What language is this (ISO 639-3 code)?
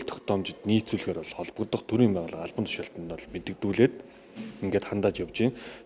mon